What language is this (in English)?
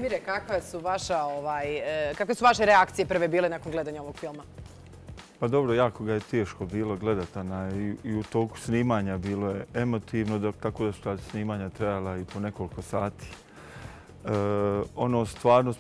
Bosnian